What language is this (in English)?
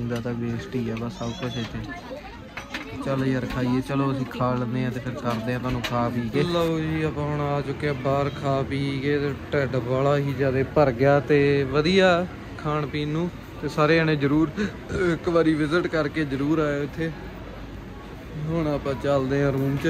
Punjabi